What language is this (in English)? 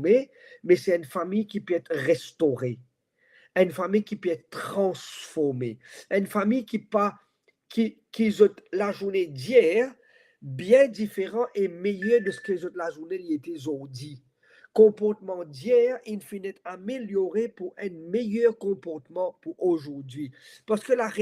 Morisyen